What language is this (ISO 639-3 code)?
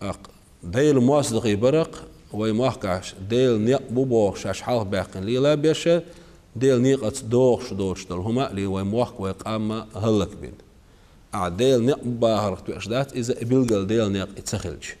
che